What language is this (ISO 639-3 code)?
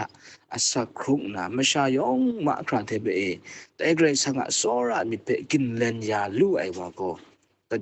kac